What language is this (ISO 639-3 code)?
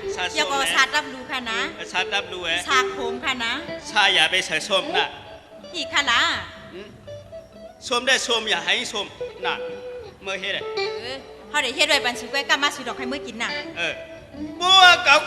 shn